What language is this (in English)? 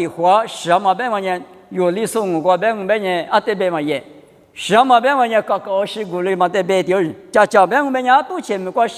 Lisu